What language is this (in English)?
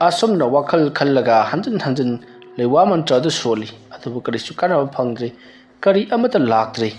Manipuri